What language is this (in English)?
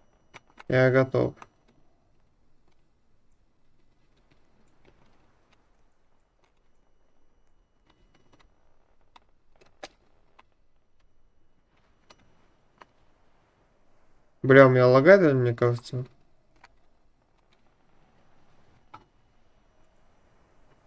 Russian